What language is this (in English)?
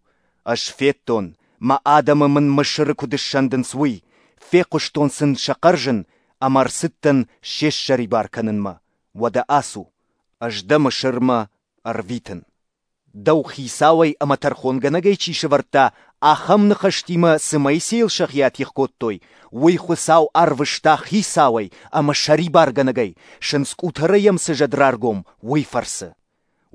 Ossetic